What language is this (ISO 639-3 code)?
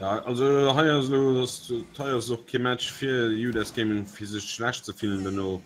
ltz